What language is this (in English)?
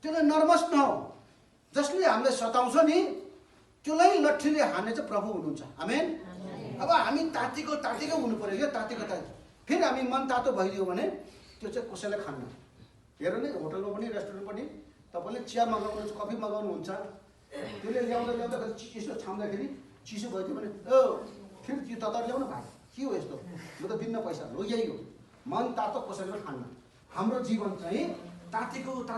Nepali